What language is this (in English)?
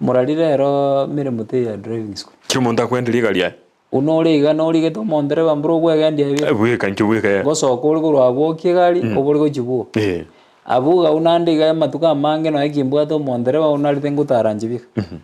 Gusii